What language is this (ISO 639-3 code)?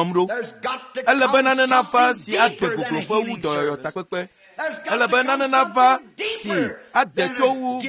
ewe